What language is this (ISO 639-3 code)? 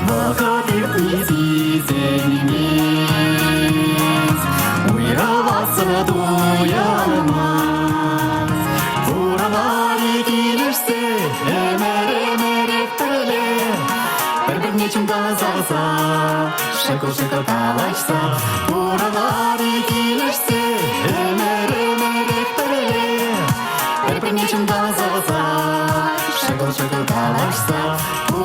chv